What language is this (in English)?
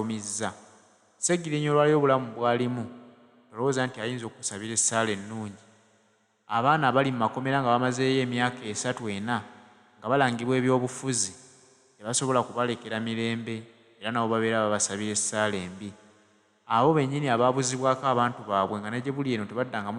Ganda